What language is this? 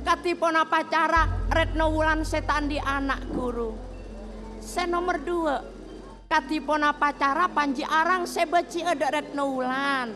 Madurese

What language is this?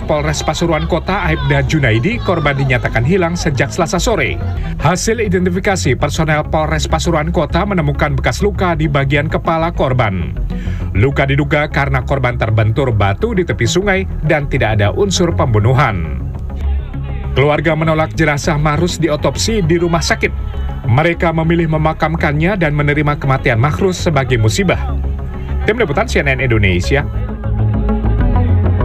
Indonesian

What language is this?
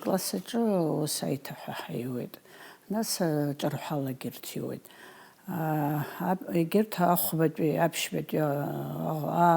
Abkhazian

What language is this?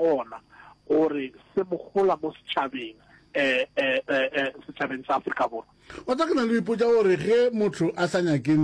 Northern Sotho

